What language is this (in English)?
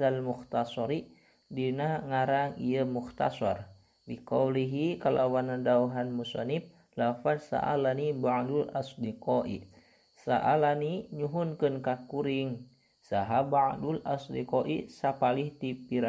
Sundanese